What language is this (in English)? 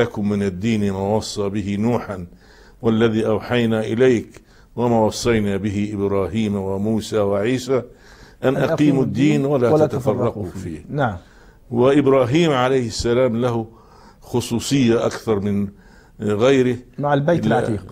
Arabic